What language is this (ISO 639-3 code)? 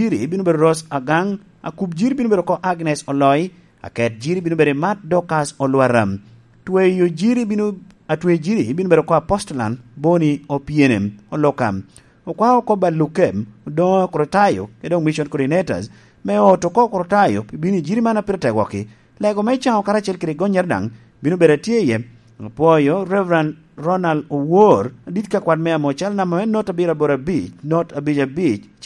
laj